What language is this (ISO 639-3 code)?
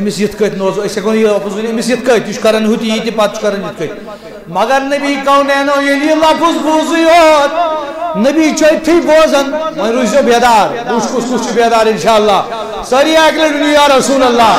kas